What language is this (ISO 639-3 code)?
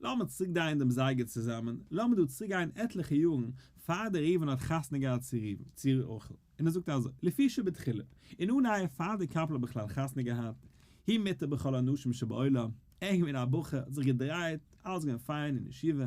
yid